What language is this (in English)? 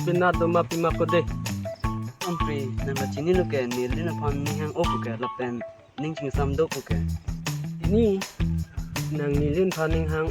Karbi